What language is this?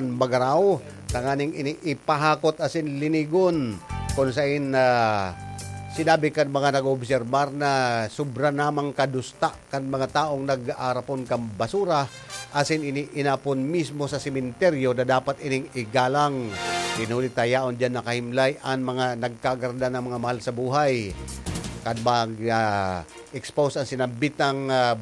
Bikol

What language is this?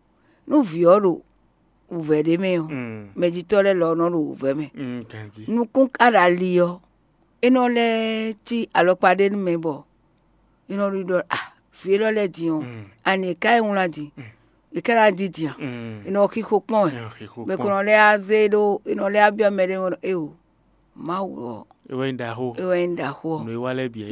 Fon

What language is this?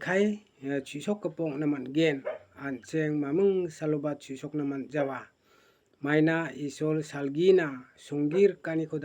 Garo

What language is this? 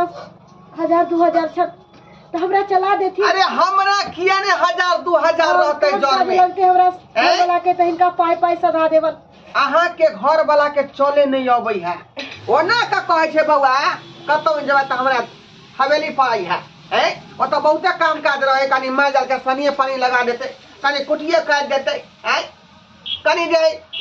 Maithili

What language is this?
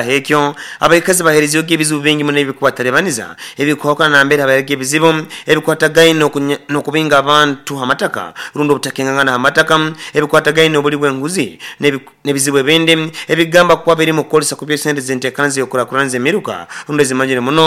Nyoro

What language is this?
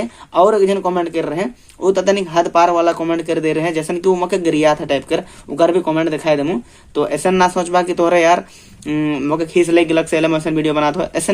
Sadri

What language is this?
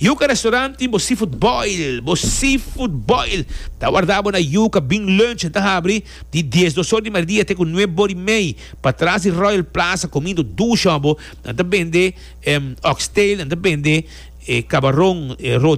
Papiamento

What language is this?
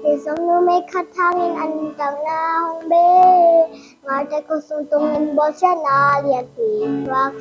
Tedim Chin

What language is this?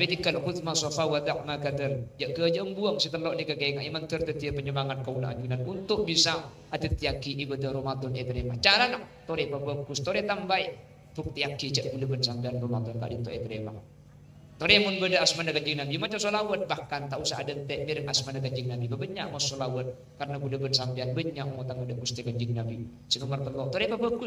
Madurese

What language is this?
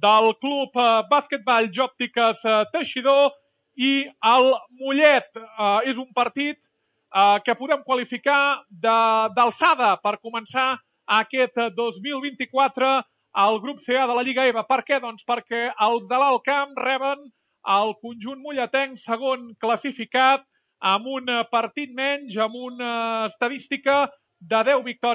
Catalan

